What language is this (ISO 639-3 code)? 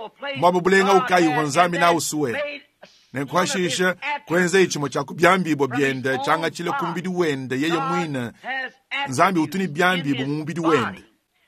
lua